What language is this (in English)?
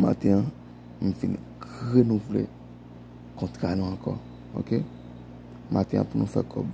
Haitian Creole